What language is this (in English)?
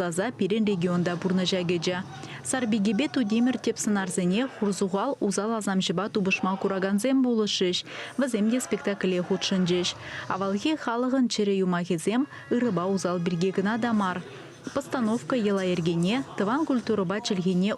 Chuvash